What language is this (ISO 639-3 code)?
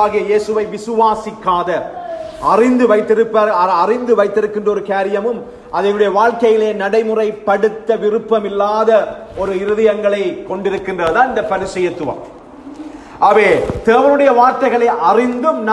tam